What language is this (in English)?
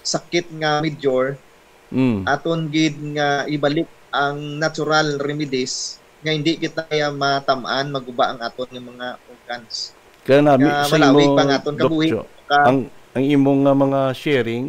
Hiligaynon